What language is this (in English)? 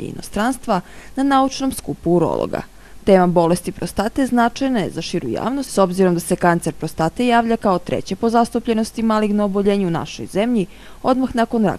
Serbian